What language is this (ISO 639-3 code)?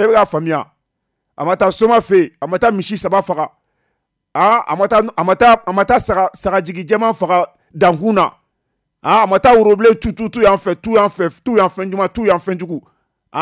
bam